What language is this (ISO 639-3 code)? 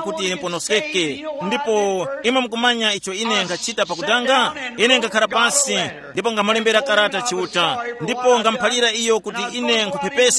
tum